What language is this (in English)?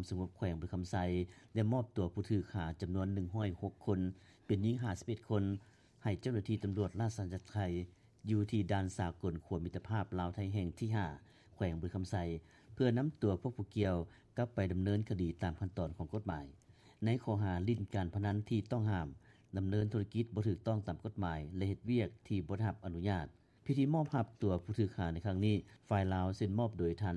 Lao